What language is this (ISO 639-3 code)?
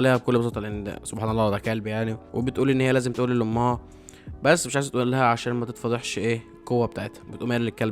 arz